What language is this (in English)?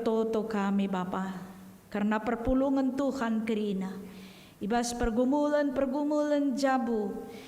Batak Karo